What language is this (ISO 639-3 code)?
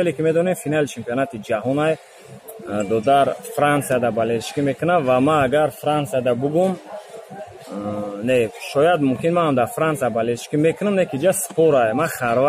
tgk